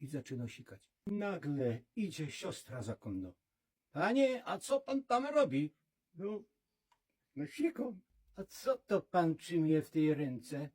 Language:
Silesian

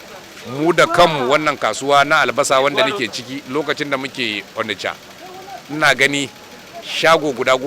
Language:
Hausa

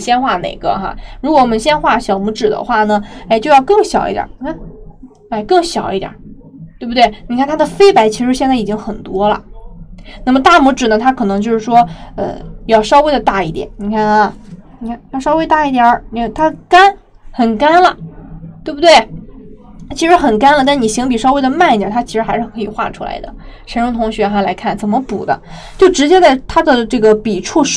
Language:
Chinese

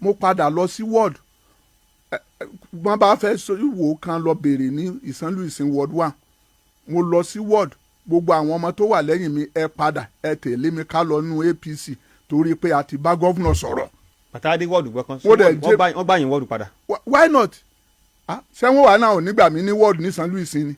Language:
Yoruba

